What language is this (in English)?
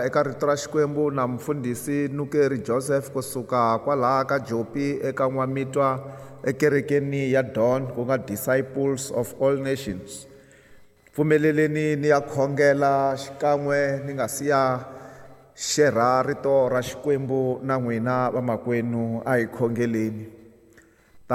Tsonga